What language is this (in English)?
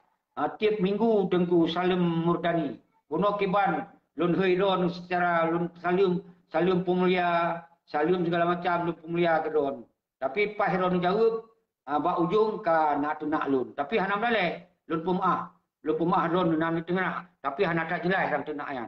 Achinese